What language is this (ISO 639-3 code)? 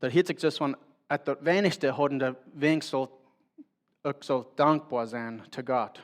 pdt